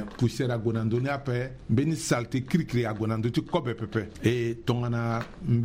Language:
Sango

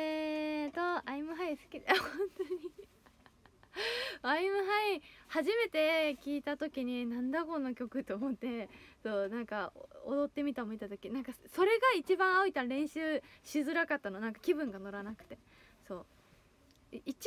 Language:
Japanese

